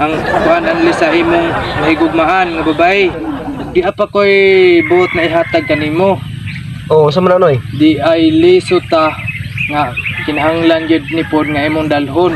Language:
Cebuano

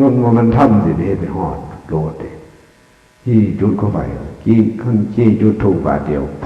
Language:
Northeastern Thai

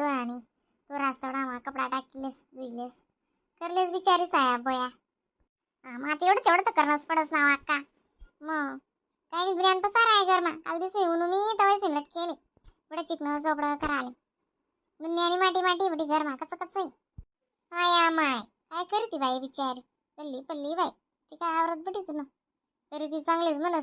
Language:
Khandesi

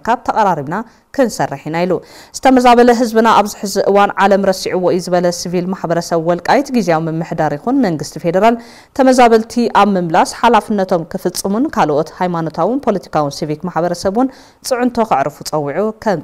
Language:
Tigrinya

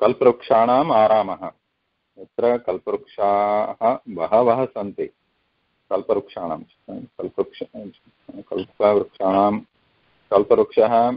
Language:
Sanskrit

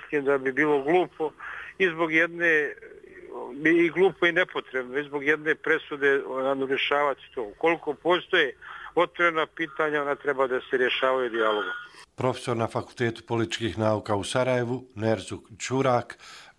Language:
Bosnian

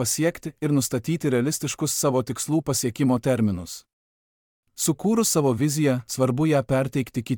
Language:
Lithuanian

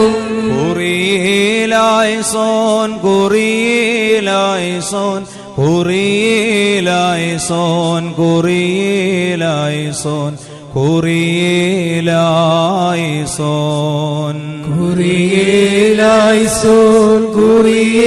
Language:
Malayalam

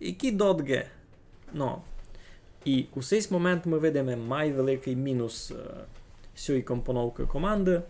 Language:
Rusyn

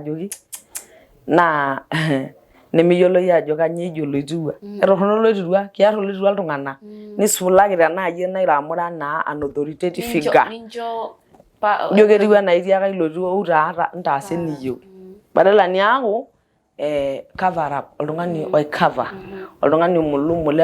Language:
Masai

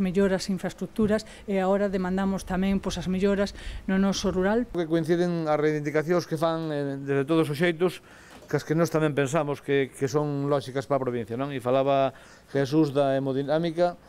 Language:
Galician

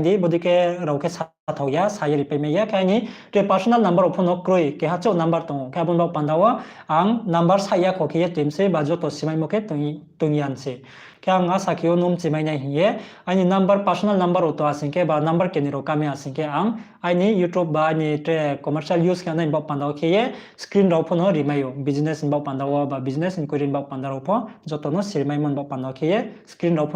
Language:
Riang (India)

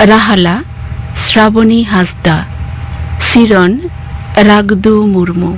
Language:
Santali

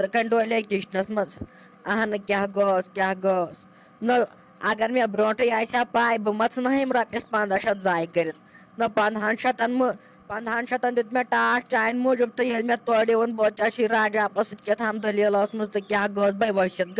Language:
Kashmiri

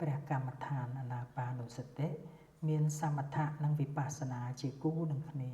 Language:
Khmer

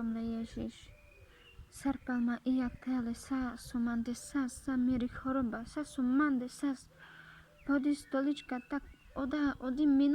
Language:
Carpathian Romani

